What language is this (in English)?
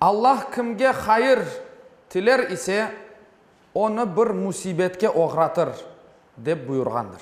Crimean Tatar